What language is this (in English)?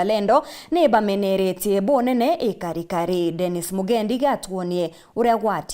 Meru